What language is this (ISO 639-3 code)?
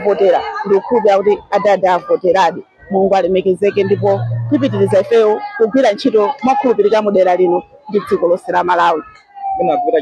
nya